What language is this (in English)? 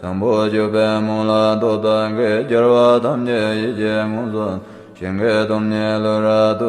Tibetan